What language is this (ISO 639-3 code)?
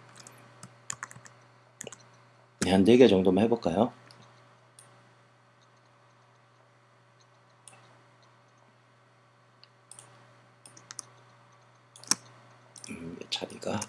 kor